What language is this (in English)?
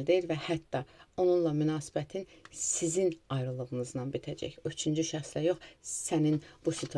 Azerbaijani